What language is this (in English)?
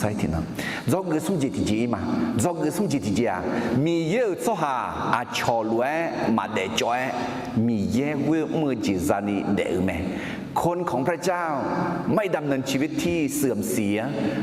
Akha